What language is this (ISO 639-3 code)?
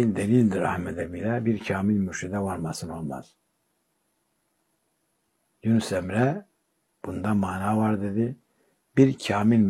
tur